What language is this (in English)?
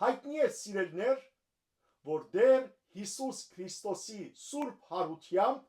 Western Armenian